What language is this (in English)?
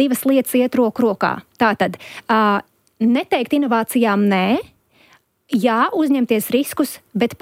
Latvian